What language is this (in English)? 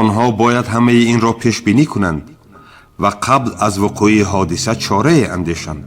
Tajik